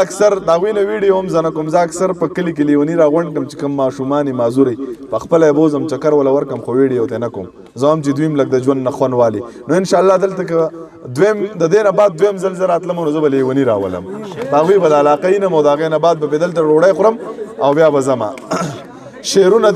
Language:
Pashto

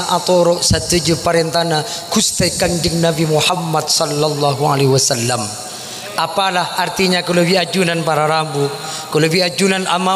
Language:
Madurese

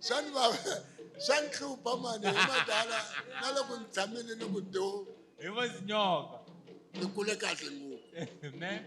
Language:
Tsonga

